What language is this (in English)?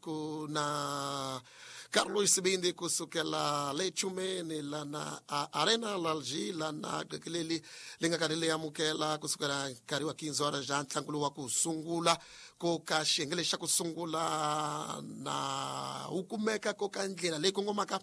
Tsonga